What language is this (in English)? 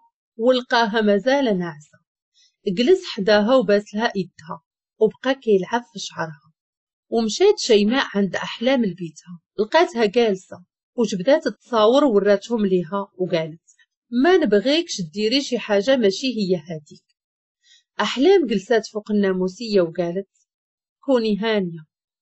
Moroccan Arabic